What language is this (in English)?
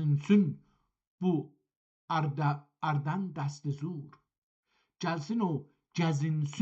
South Azerbaijani